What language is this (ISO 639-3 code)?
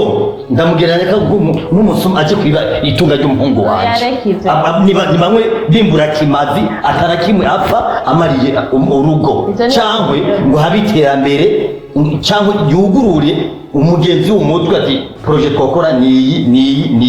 run